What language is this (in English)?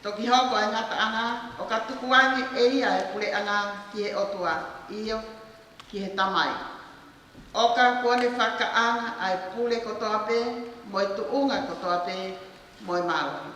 Tongan